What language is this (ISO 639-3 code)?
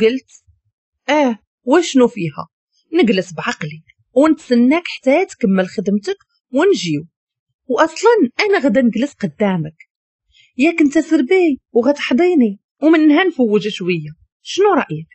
ary